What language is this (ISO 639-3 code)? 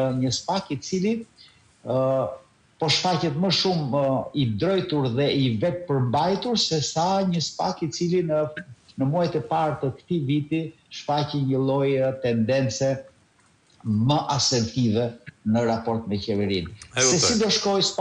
sqi